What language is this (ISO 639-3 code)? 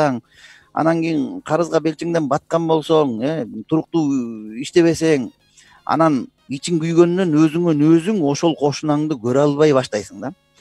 kir